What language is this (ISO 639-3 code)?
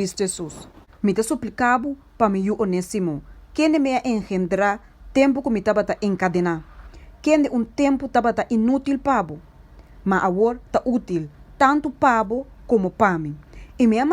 pap